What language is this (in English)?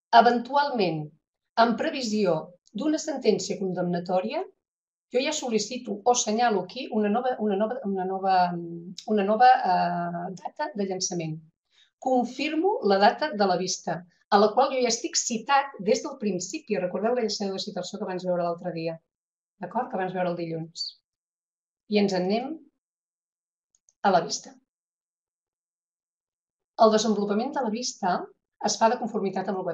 Catalan